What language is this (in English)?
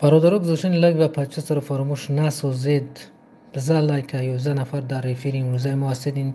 Tajik